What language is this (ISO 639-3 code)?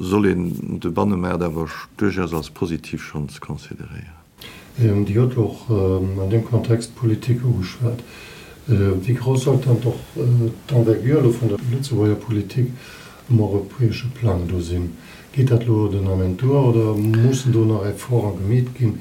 ltz